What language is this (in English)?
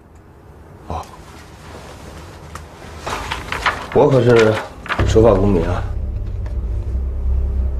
Chinese